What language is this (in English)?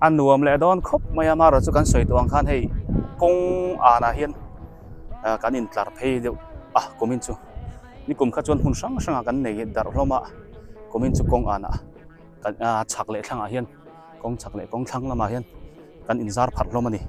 Biete